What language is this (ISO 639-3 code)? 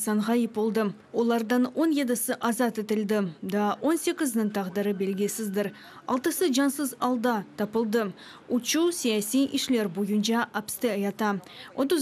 crh